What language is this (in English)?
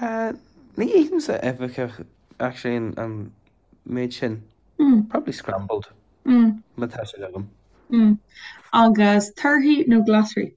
Irish